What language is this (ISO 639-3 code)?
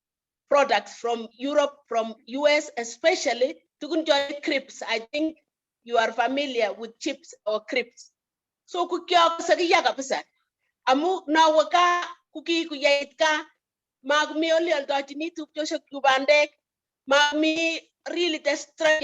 kln